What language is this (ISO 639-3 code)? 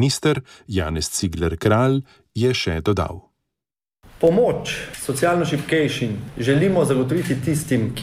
slv